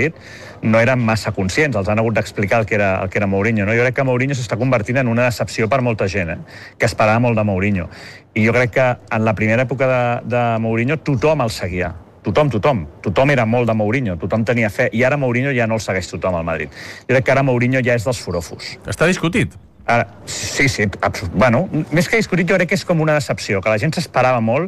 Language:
Catalan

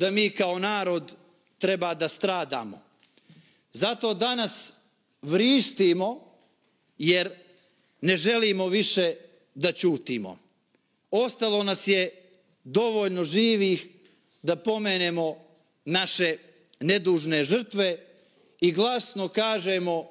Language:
Serbian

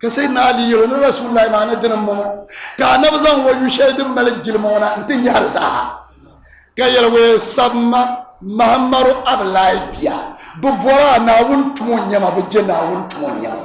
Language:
Dagbani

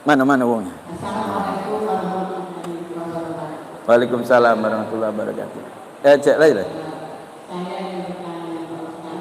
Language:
Musi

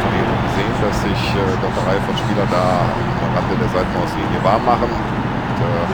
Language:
Bavarian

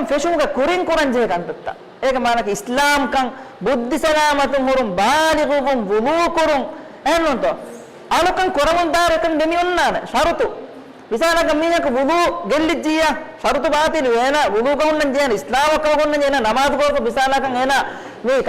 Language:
Divehi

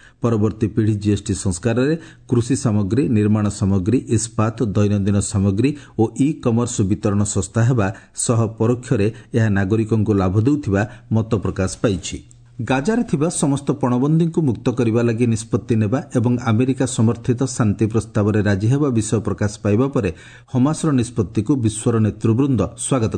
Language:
Odia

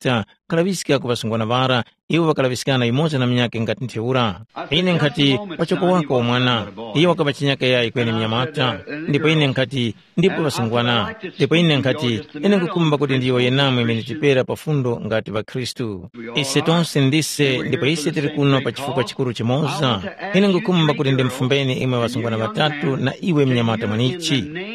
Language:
Tumbuka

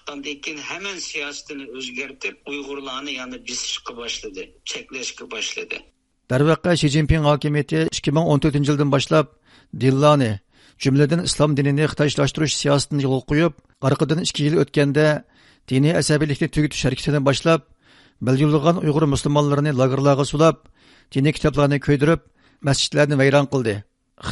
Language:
Uyghur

